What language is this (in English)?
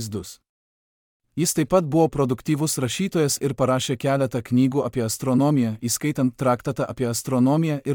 Lithuanian